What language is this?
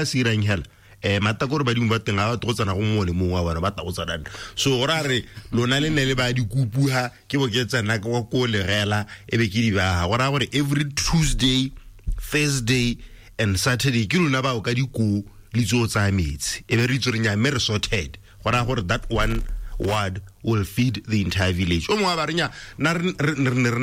Tswana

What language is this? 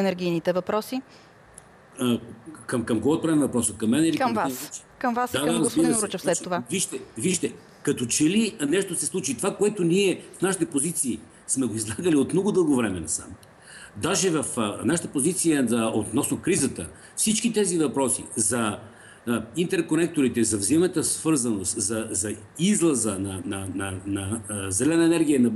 Bulgarian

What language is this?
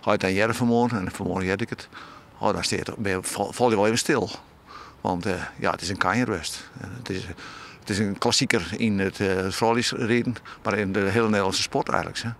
Western Frisian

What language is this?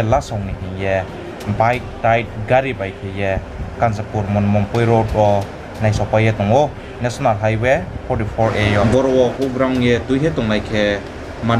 Riang (India)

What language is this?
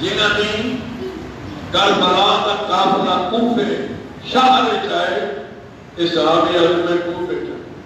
Saraiki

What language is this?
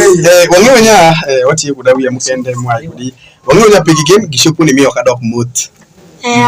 Alur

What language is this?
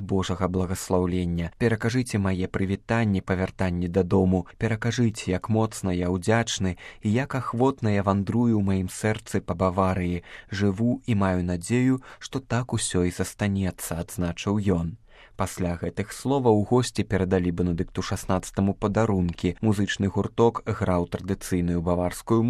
Belarusian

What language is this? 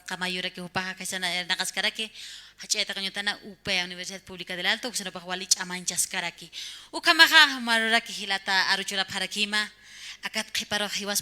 Aymara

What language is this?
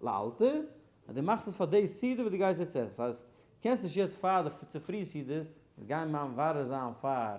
Yiddish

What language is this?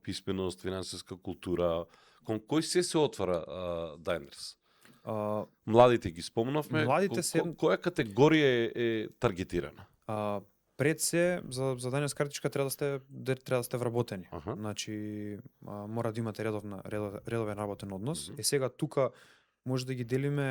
Macedonian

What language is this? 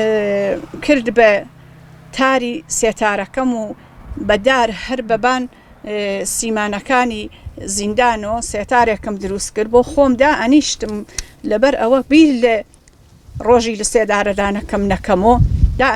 Central Kurdish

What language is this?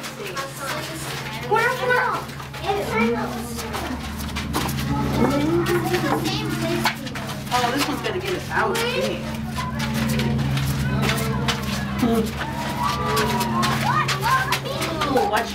English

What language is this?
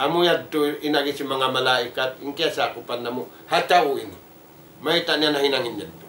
Tausug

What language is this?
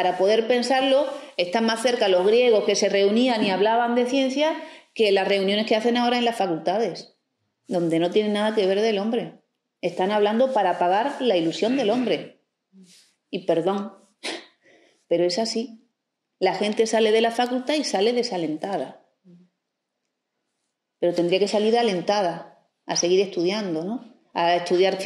Spanish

